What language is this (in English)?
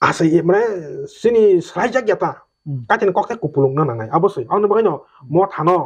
Kok Borok